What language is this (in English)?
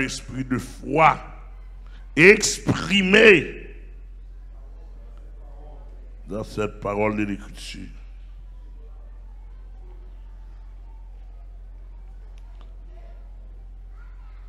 French